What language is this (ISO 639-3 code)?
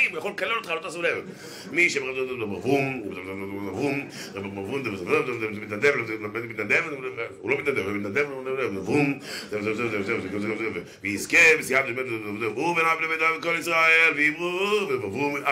heb